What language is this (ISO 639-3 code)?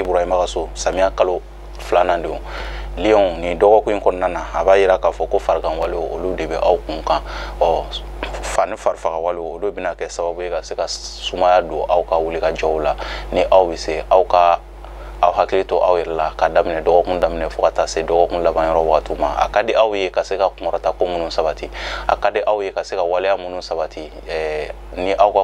bam